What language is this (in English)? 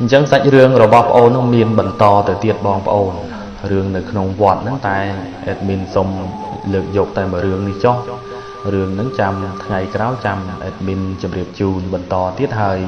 Khmer